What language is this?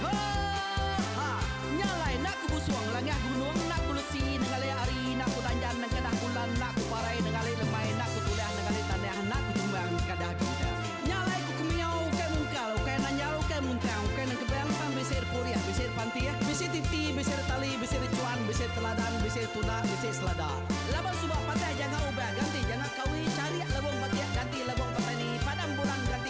Iban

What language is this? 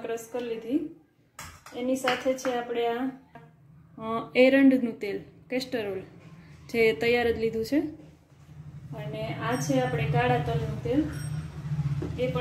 Gujarati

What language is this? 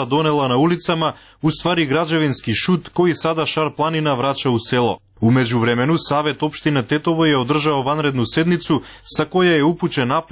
Serbian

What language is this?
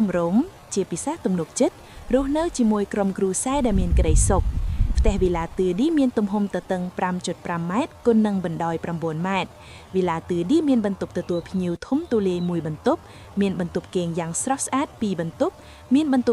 Khmer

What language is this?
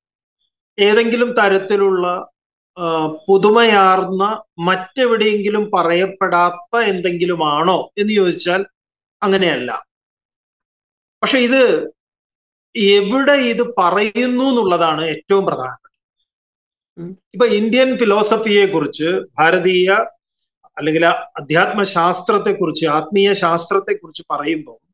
Malayalam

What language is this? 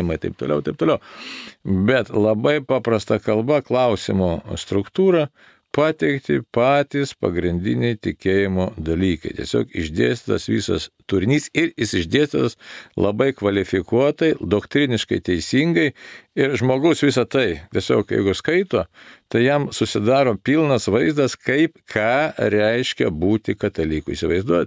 Lithuanian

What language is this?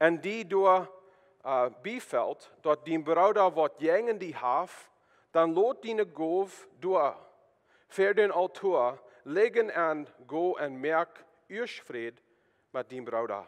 Plautdietsch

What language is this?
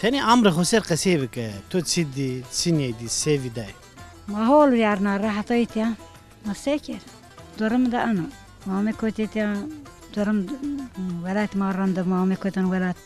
Zaza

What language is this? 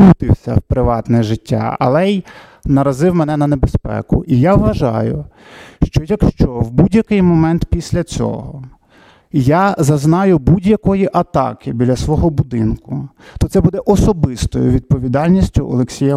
Ukrainian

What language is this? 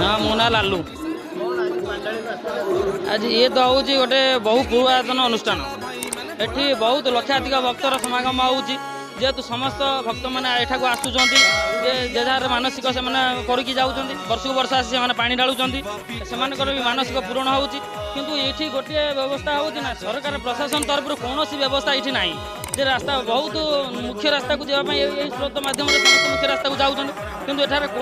Odia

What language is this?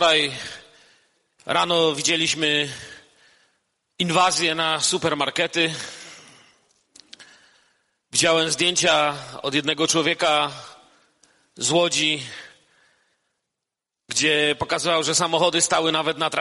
Polish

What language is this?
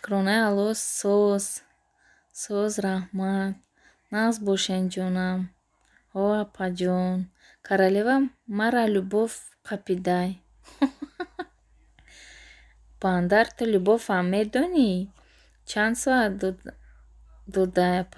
Tajik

